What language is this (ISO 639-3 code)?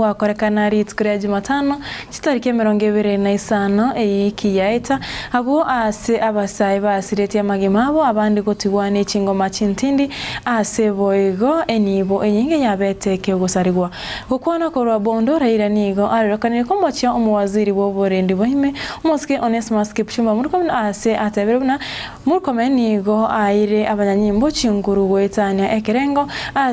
guz